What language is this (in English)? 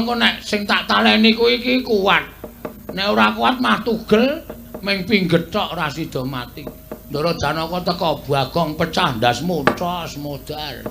Javanese